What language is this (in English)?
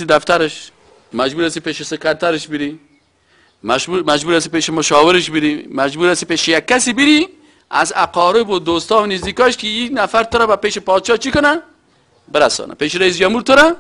Persian